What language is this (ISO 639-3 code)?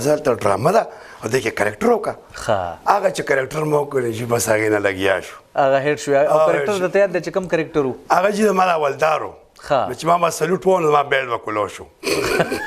pus